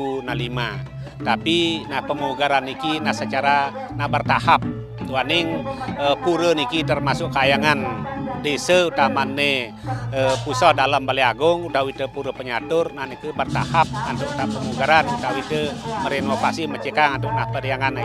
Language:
Balinese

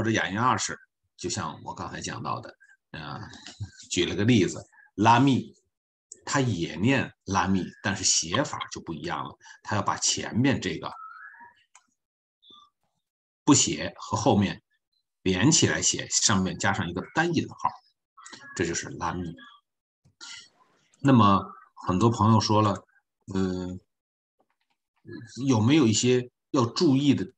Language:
Chinese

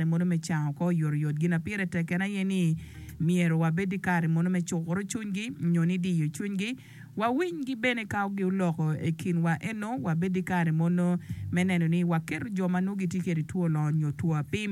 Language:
Acoli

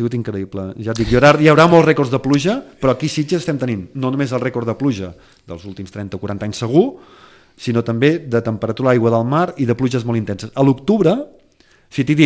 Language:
Catalan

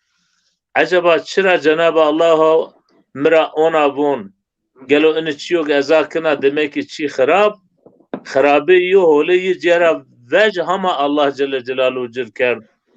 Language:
Zaza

